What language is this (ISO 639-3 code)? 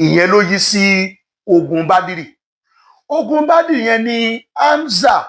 yor